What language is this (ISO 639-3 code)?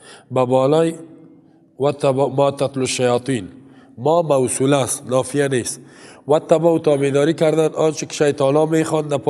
fas